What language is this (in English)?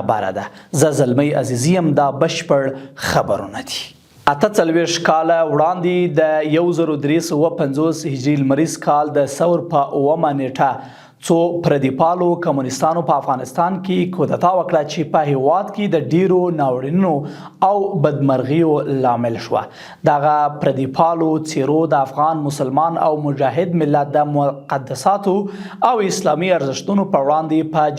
Pashto